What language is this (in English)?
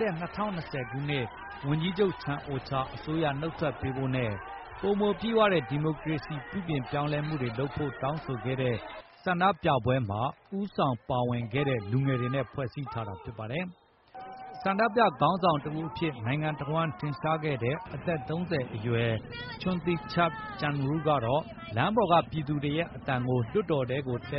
Burmese